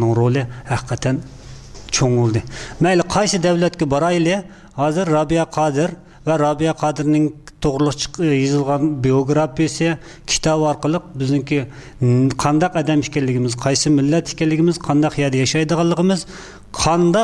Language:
Uyghur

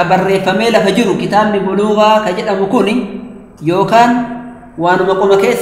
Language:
Oromo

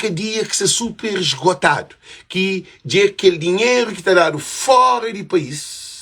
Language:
Kabuverdianu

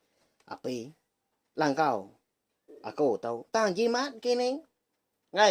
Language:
Iban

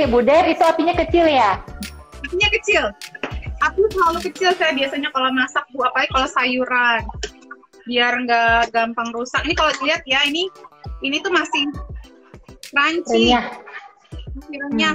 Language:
Indonesian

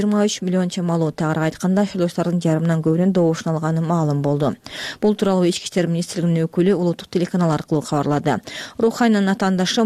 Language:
Kyrgyz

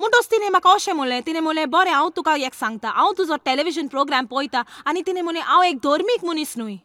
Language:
Konkani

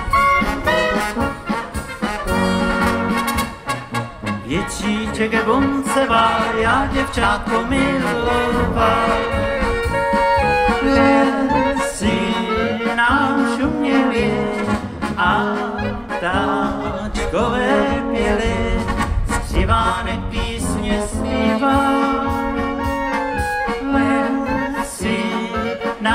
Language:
Czech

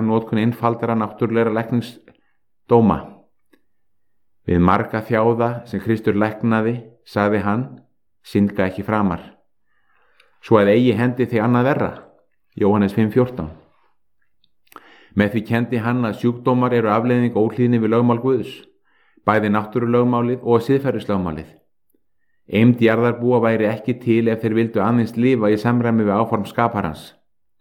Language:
Icelandic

